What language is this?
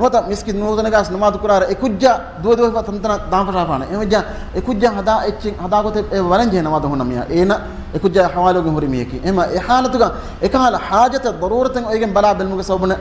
Divehi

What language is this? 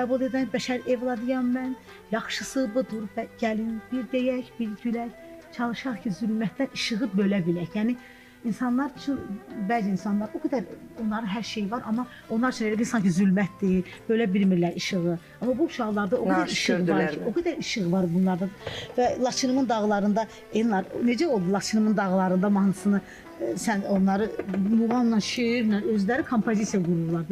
Azerbaijani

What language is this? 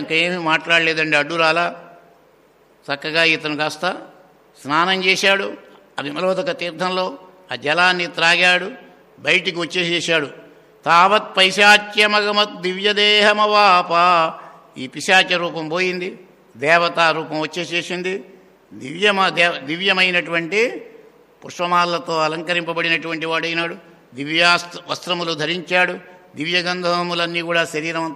Telugu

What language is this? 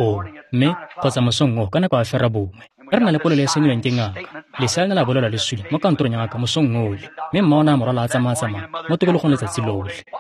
Tswana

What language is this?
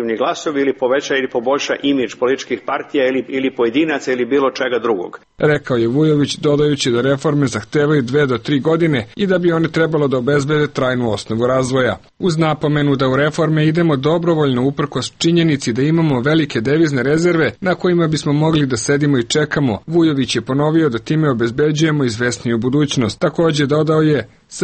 Serbian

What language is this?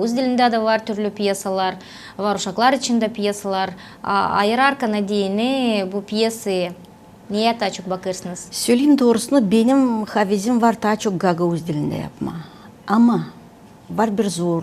Gagauz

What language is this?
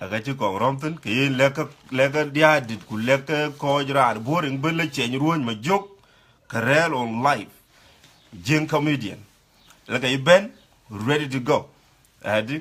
Dinka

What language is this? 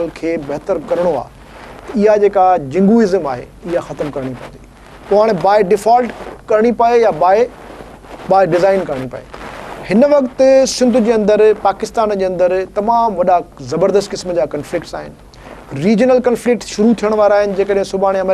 Sindhi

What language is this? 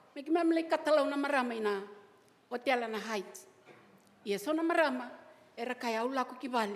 Fijian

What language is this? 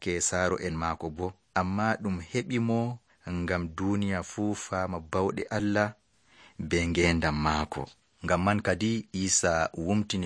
Nigerian Fulfulde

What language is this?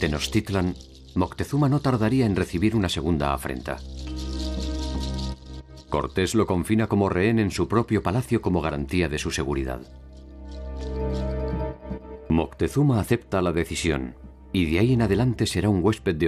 Spanish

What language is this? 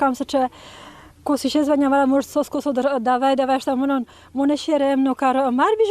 Udmurt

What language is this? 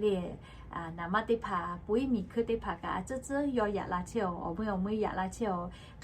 Lahu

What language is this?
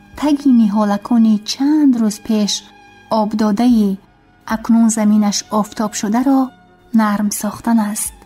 Tajik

